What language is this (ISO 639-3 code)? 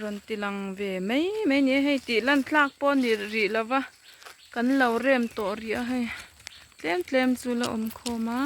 lus